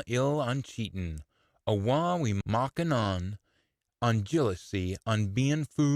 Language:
Scots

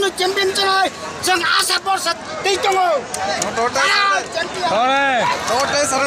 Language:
Kok Borok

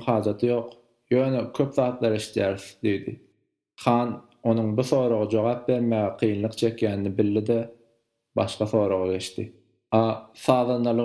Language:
Turkmen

